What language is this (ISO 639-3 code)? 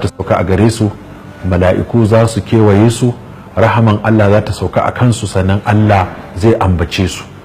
hau